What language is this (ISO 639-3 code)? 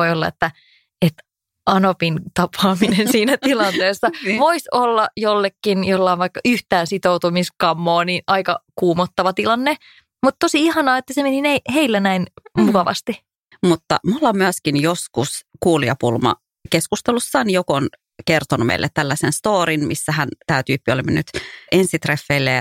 fin